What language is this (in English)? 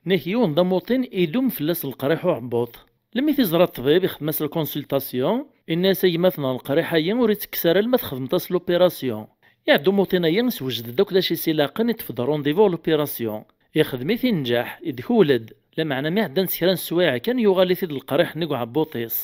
Kabyle